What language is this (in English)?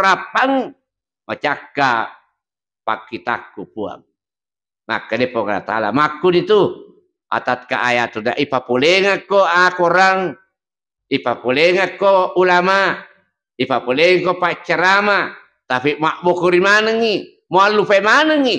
Buginese